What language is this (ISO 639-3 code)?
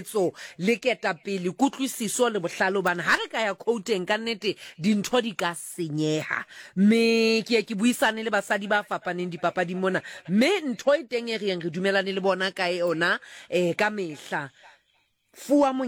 sot